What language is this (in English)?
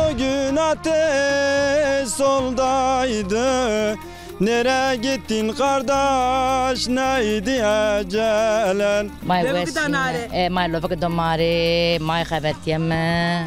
Zaza